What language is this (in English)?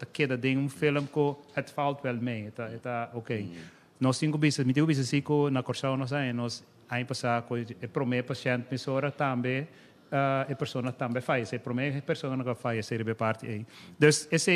Papiamento